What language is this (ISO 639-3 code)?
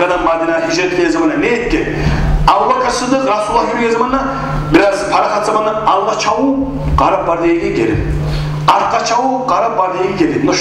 kum